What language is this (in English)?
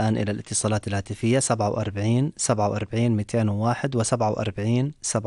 Arabic